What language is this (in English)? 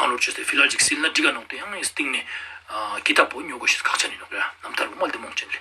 Ladakhi